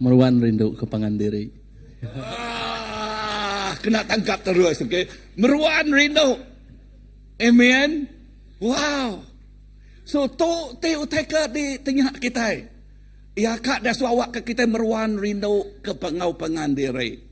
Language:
Iban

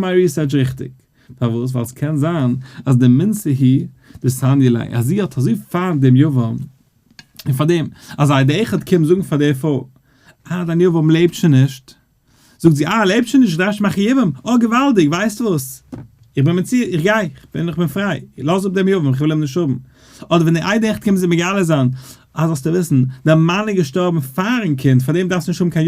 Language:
Yiddish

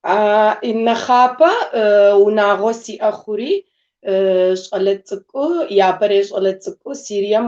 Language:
Kabardian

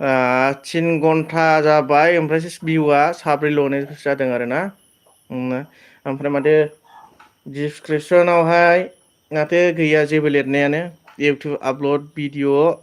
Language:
Bodo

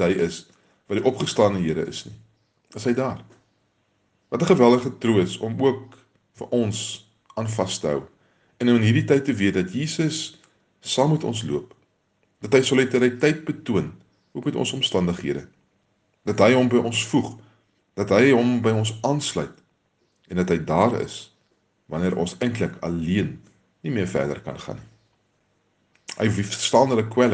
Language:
Afrikaans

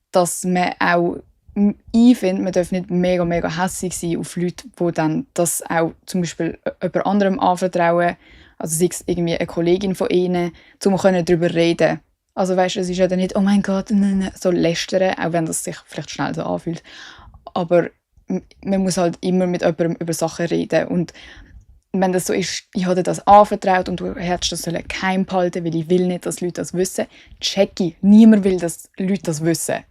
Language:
Swiss German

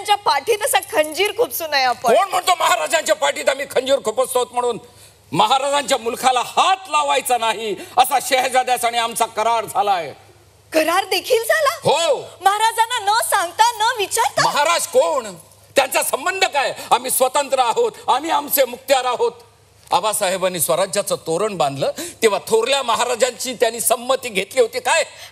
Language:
Marathi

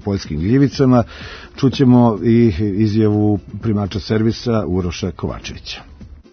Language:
Serbian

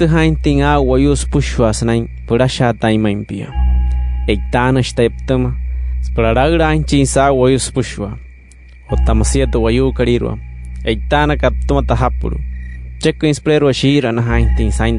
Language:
Wayuu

